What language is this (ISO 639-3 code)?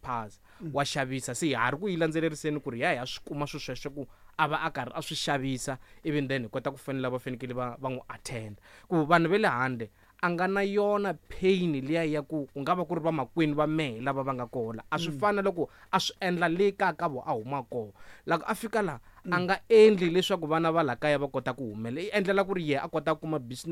tso